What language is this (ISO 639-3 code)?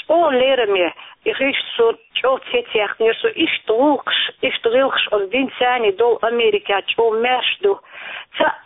che